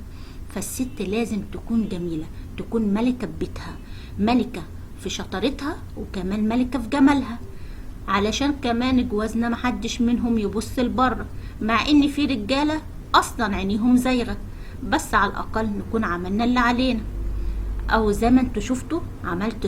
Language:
Egyptian Arabic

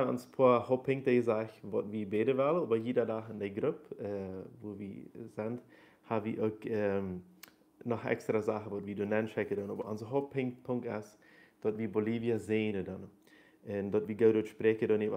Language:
Plautdietsch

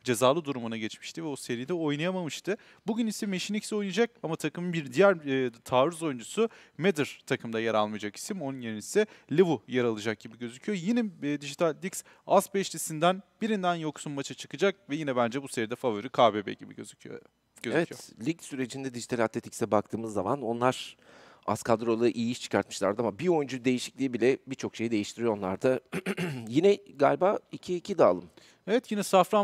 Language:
Turkish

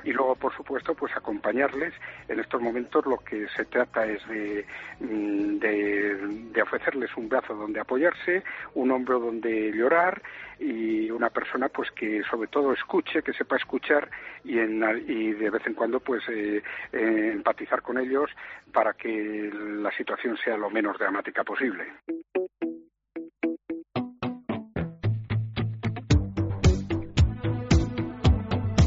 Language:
Spanish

